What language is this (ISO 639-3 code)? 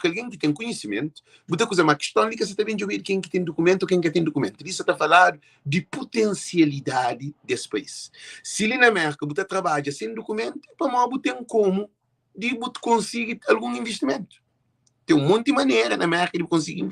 kea